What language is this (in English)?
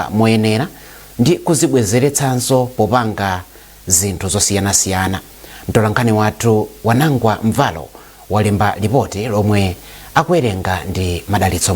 Nyanja